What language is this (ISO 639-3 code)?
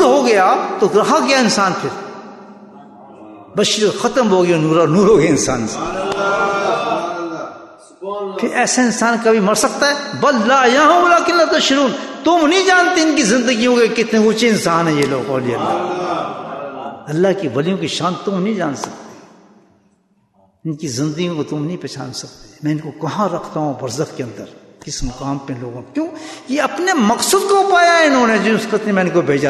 urd